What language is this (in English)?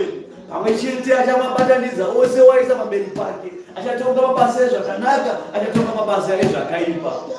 Shona